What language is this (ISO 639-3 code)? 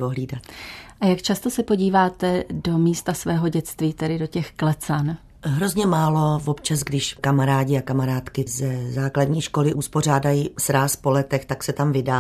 ces